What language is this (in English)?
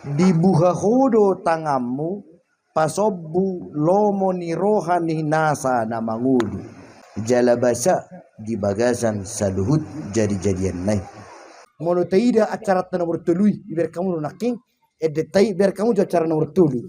Batak Toba